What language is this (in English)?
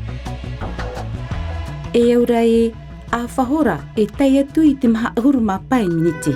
Tahitian